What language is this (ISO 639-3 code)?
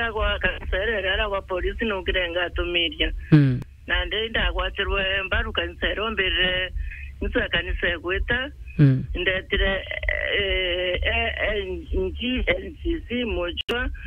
mer